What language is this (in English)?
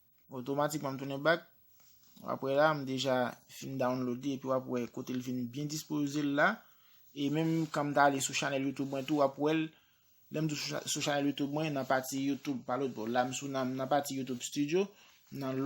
Haitian Creole